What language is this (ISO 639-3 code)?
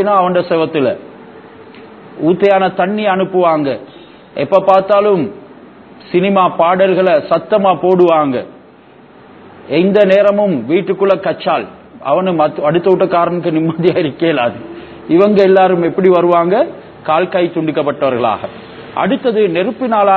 tam